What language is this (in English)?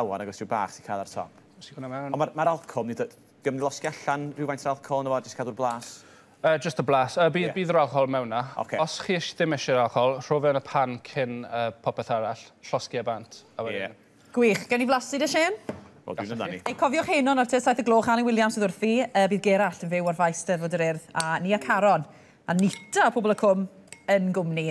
Welsh